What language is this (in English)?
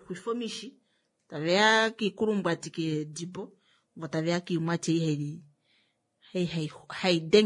Kuanyama